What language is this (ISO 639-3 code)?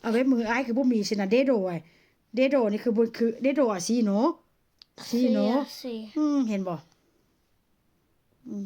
tts